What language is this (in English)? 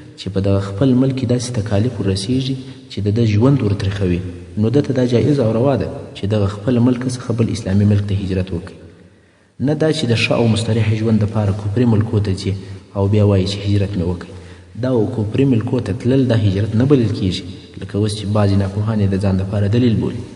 Pashto